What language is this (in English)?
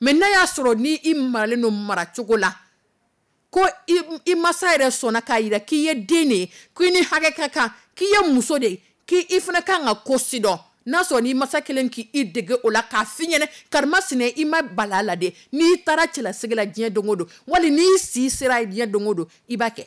Dyula